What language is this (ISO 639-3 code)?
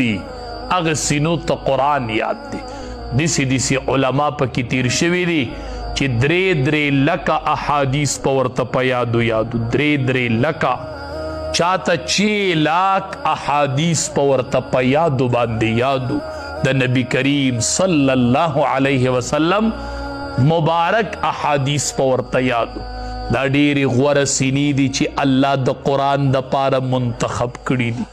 pus